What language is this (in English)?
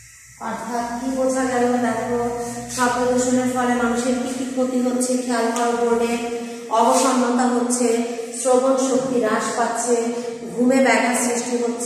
Bangla